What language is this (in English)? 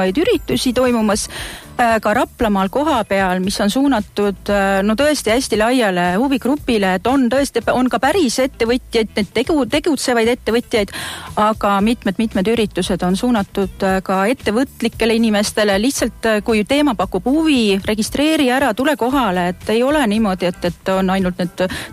Estonian